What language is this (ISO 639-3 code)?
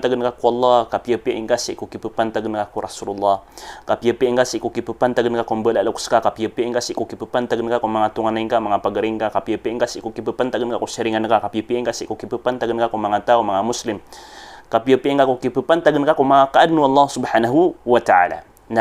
mrw